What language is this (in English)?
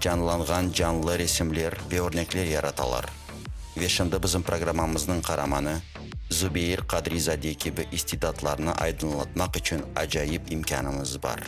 Crimean Tatar